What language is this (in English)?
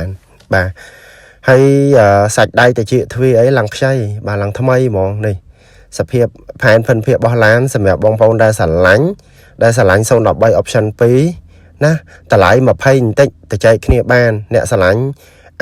Khmer